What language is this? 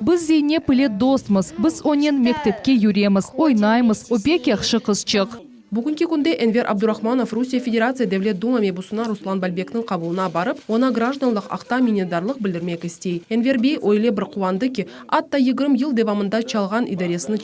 Crimean Tatar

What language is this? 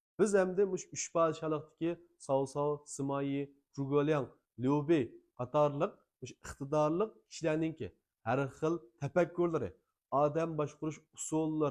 Uyghur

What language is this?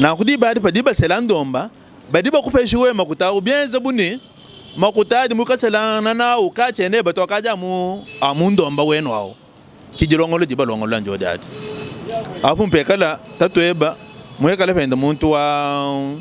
Luba-Lulua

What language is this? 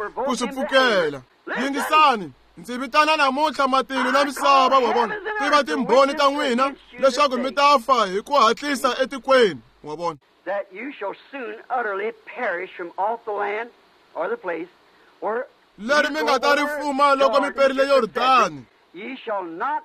Tsonga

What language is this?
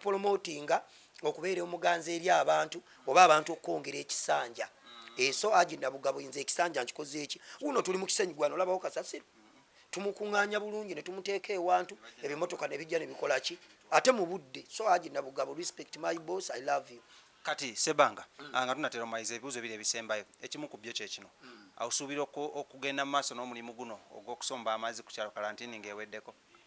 Ganda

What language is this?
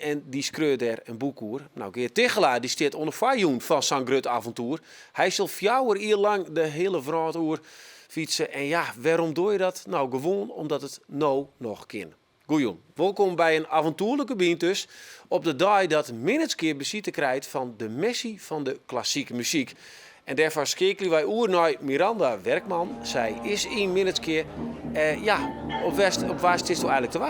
Western Frisian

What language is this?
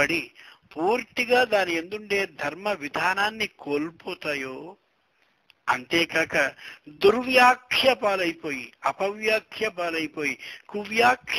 Telugu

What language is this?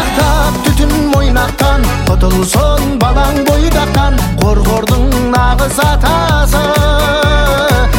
Kazakh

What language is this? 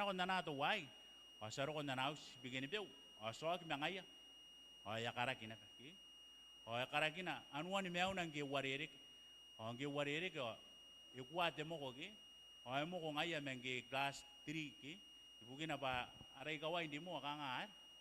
Gilbertese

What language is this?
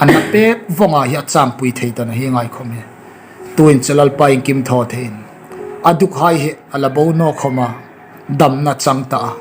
Hmar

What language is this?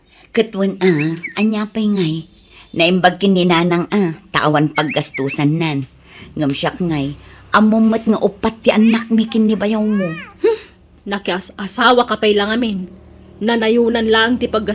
Iloko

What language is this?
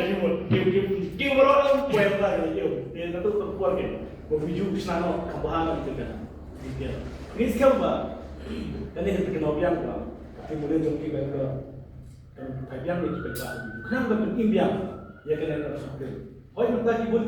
Khasi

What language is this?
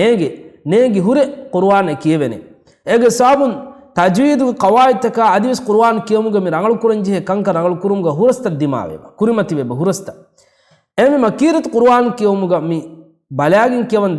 Divehi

